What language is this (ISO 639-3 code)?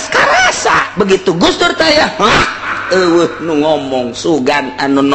sun